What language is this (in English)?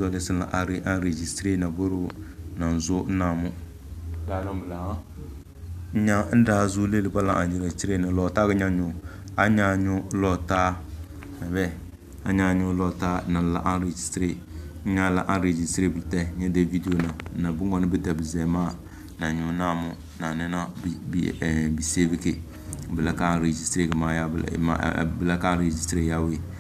Tem